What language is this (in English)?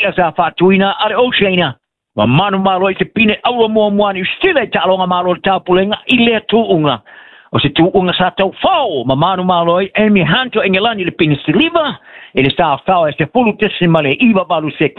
Samoan